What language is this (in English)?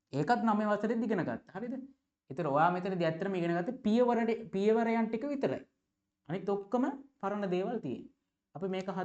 Sinhala